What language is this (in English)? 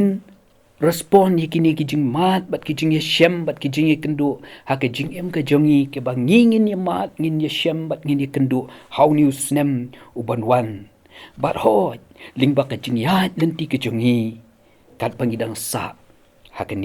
Khasi